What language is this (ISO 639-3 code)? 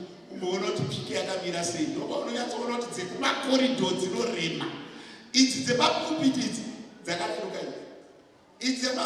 sna